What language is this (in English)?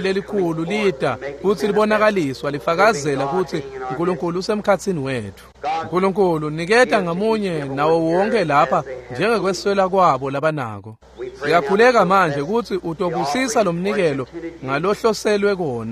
Swati